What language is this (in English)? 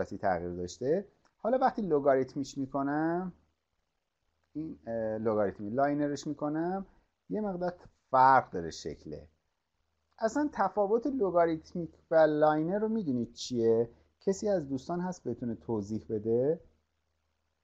Persian